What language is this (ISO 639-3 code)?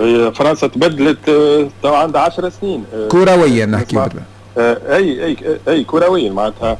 aeb